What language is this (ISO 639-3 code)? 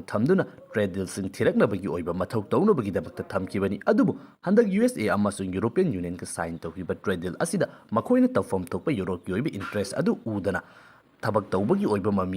mni